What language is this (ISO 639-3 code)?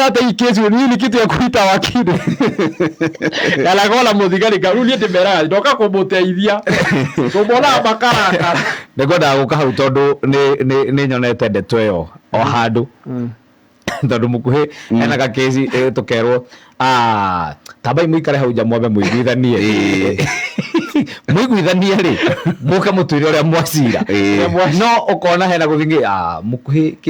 kik